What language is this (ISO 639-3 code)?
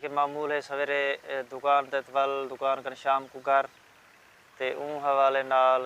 skr